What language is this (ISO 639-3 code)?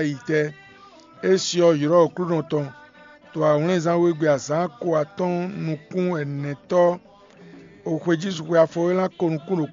fon